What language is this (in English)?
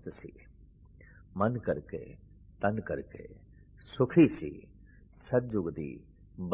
Punjabi